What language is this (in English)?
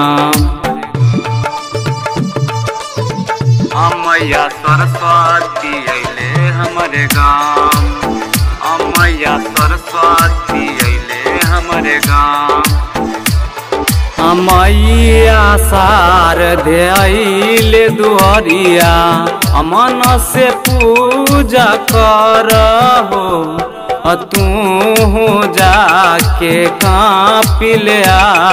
Bhojpuri